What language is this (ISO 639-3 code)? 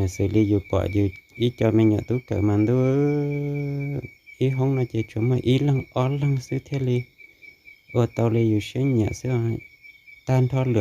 hmn